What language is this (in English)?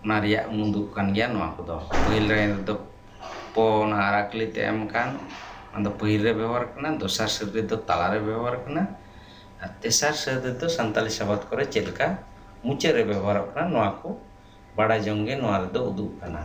Santali